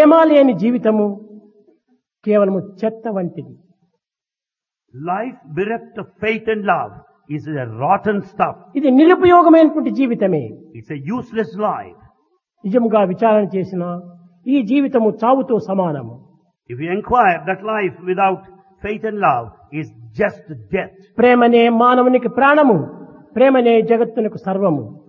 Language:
Telugu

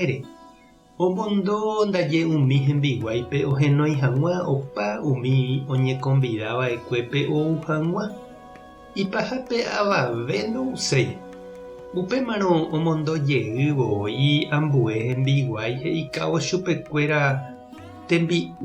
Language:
Guarani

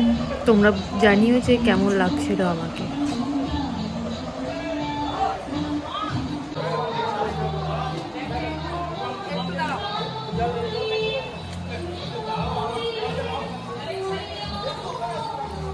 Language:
Bangla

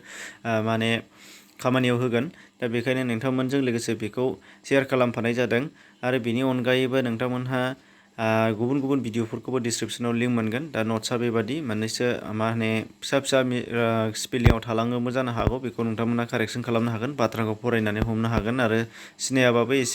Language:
Bodo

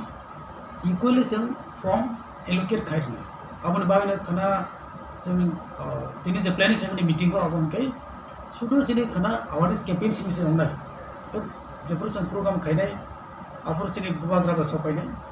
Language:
Kok Borok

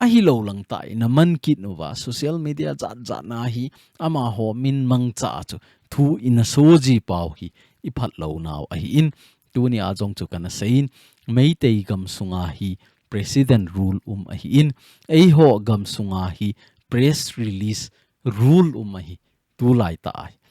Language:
Thado Chin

